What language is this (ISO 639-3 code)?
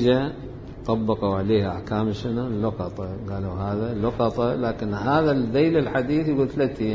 acm